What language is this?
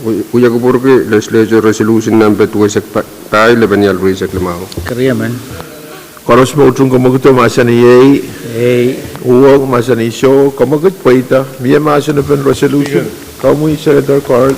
Pohnpeian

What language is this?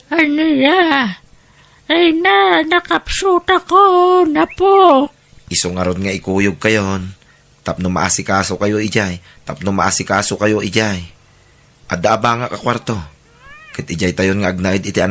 Iloko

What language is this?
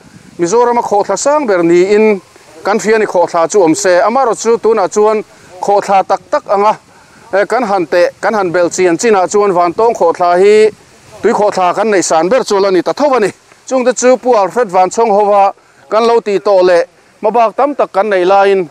Mizo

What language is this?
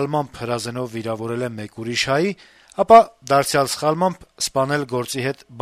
Armenian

